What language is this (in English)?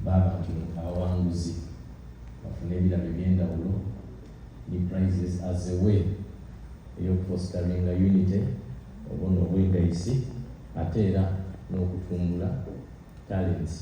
Soga